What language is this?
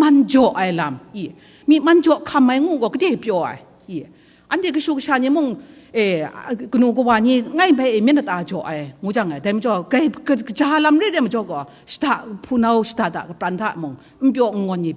Kachin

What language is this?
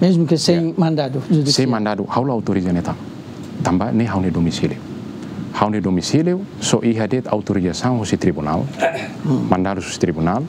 Tetum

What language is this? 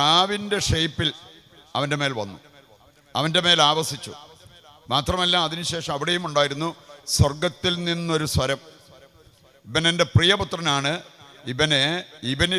Malayalam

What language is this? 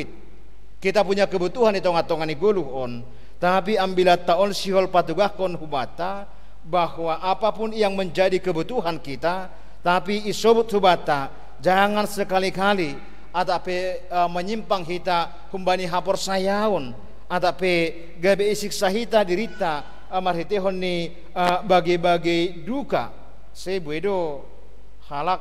Batak Simalungun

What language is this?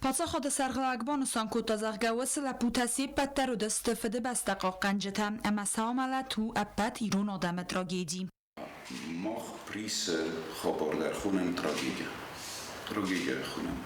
Ossetic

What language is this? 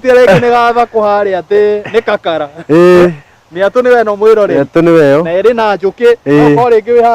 Kikuyu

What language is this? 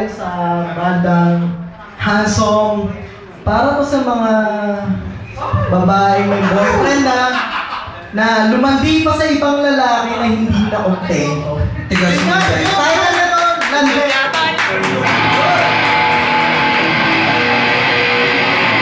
Filipino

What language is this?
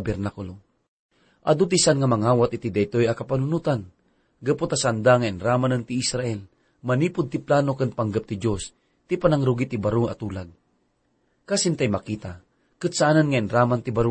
Iloko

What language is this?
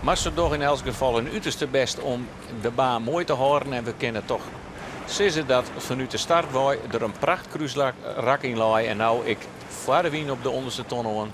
Western Frisian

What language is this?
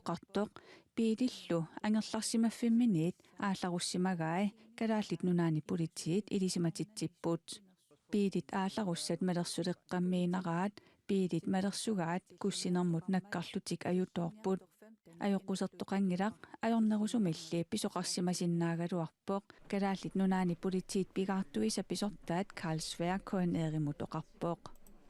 Kalaallisut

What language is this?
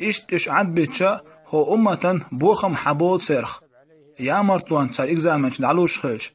Chechen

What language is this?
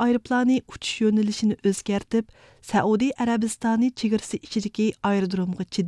Uyghur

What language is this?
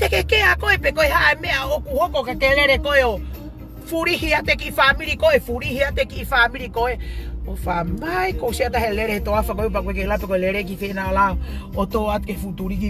Tongan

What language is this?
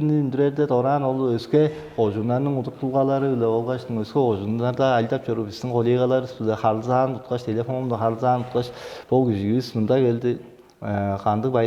Tuvinian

